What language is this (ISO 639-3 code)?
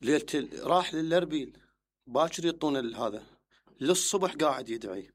acm